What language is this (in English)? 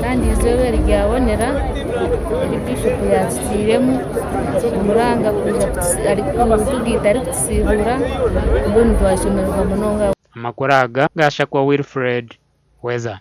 Nyankole